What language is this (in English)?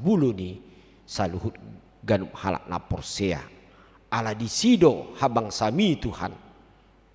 Batak Toba